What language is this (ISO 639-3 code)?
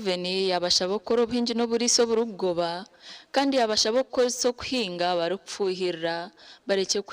nyn